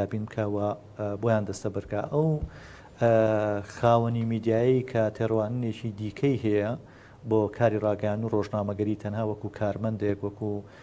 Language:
Central Kurdish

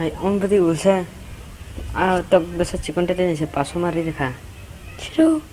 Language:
Kok Borok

